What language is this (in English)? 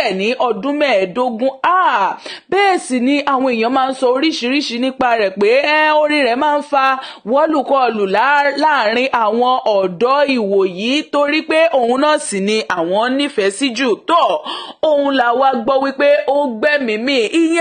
Yoruba